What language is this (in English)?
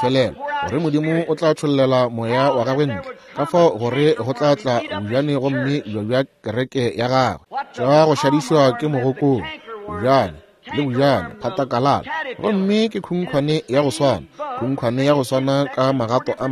Northern Sotho